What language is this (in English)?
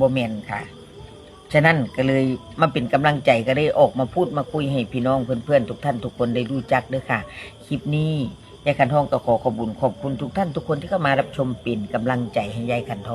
Northeastern Thai